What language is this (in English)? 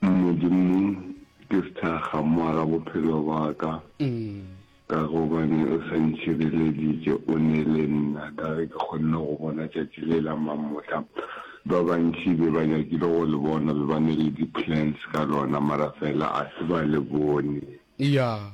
Northern Sotho